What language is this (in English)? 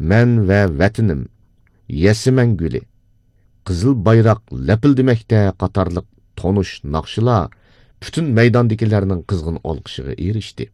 Uyghur